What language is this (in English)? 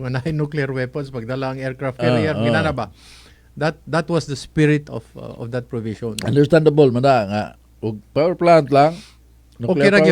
Cebuano